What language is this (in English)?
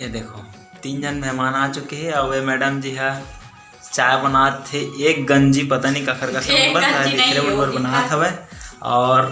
Chhattisgarhi